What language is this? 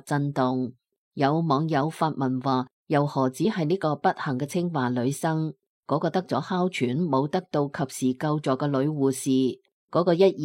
Cantonese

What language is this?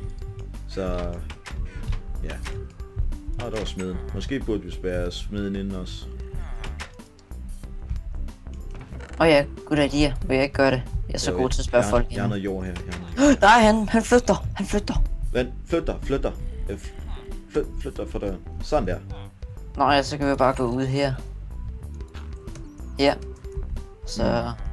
Danish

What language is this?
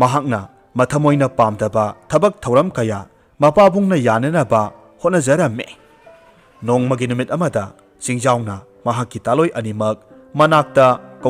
Manipuri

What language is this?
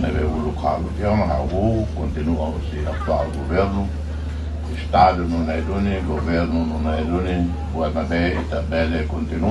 Tetum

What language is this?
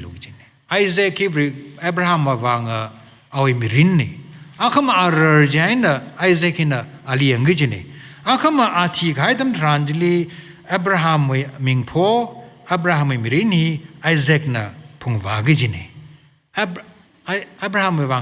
Tangkhul Naga (India)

